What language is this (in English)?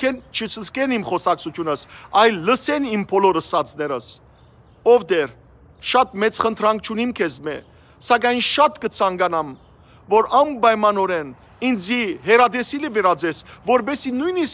Western Armenian